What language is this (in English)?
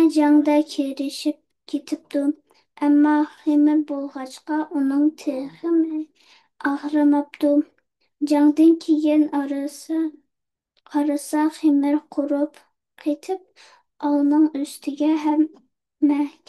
Uyghur